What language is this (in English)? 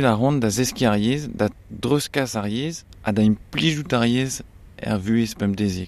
Breton